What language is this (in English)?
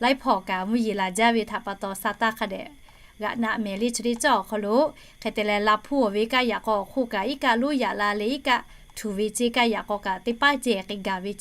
Lahu